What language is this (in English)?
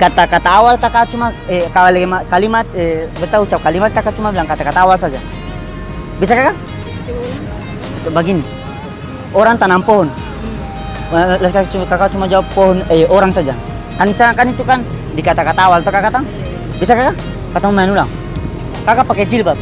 Ambonese Malay